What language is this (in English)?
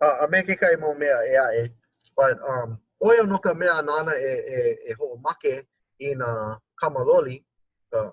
Hawaiian